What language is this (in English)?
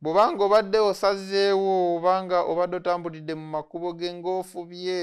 Ganda